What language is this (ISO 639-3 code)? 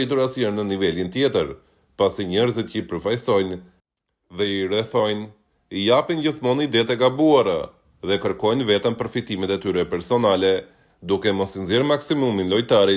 sqi